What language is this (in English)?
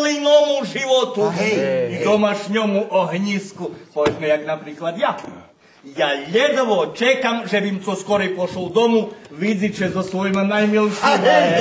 Rusyn